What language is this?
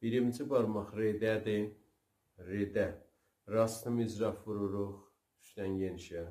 South Azerbaijani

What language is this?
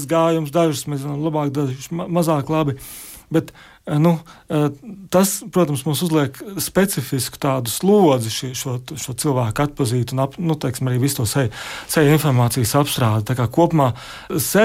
Latvian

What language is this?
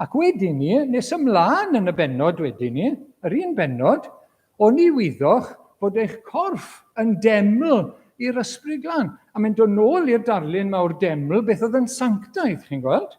Welsh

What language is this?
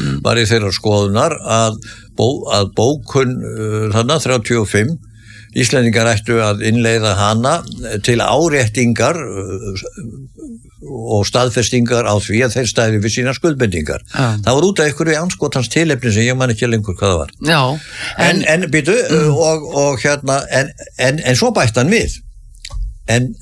Icelandic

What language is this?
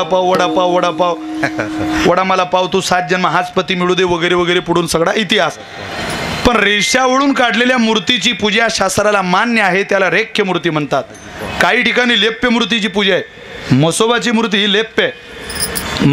Marathi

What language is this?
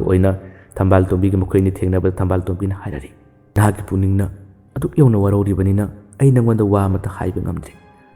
Manipuri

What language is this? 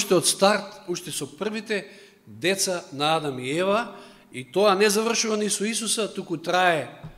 Macedonian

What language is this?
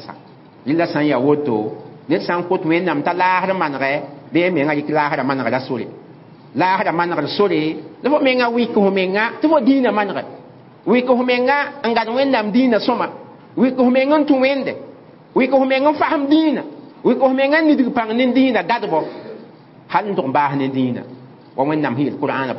Mossi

